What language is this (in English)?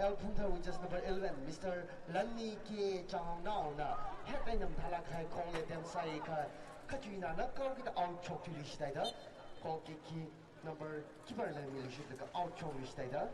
Tangkhul Naga (India)